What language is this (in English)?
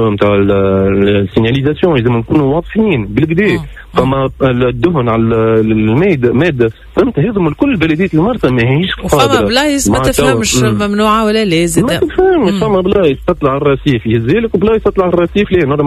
Tunisian Arabic